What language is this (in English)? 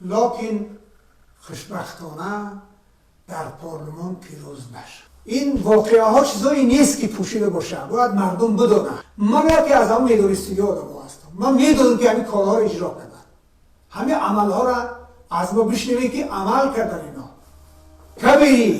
Tajik